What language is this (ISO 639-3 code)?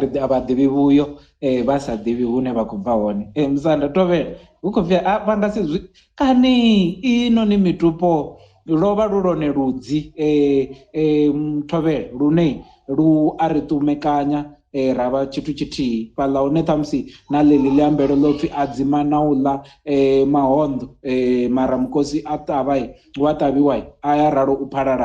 ven